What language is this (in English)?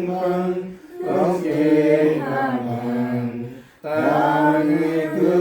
Central Mnong